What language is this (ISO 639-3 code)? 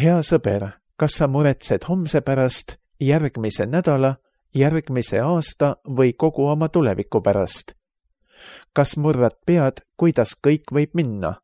est